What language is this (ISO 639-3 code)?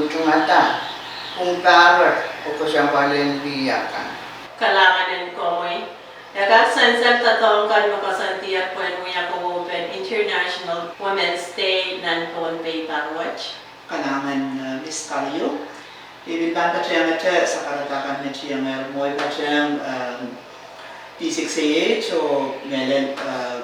pon